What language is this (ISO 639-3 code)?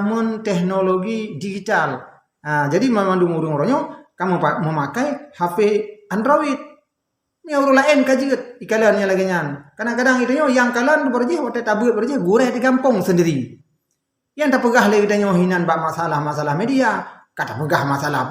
ace